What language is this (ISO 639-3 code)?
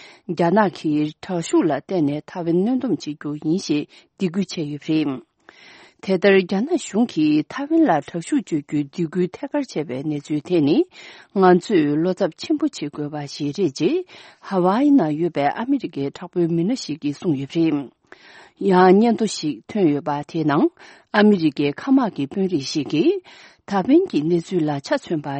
bod